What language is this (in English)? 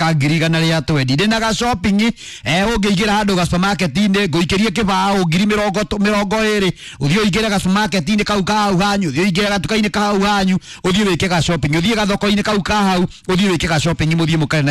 Kikuyu